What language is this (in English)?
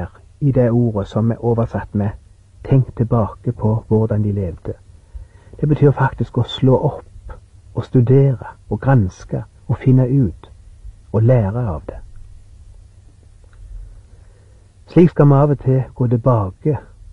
Norwegian